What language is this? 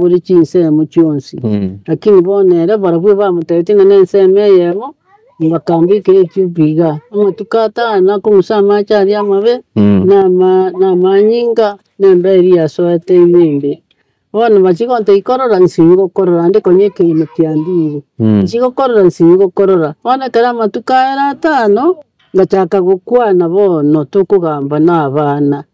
Gusii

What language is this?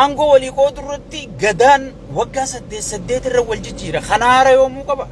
Oromo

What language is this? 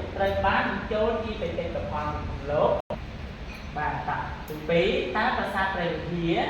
Khmer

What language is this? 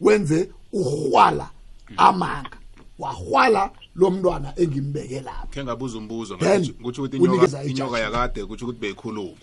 South Ndebele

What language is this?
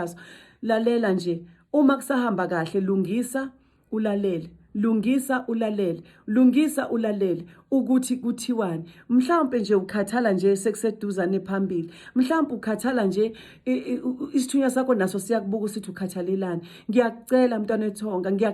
Zulu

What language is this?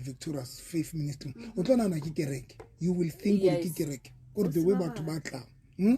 Southern Sotho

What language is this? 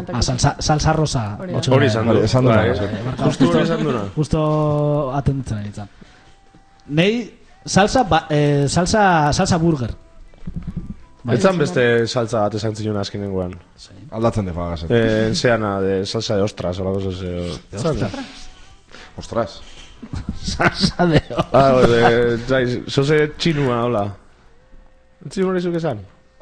Basque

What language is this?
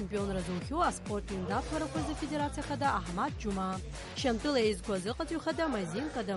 Abkhazian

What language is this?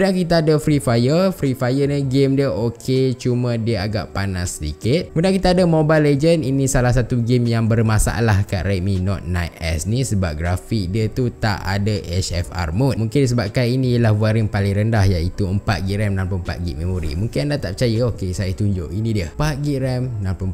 Malay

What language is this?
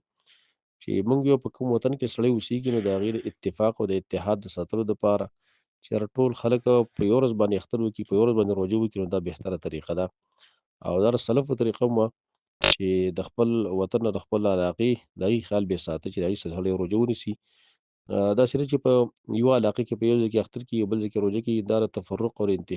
Pashto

